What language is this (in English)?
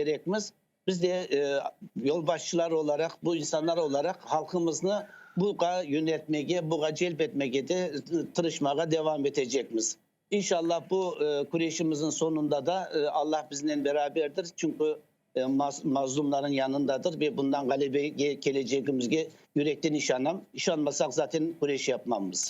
Crimean Tatar